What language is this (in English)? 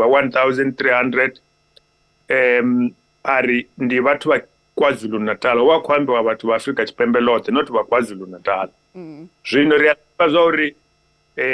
Venda